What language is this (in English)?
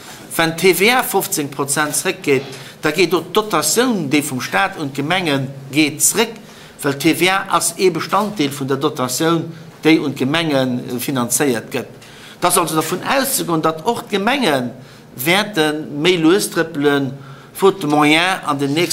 Luxembourgish